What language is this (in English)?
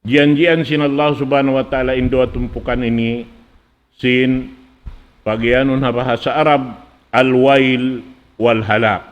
Tausug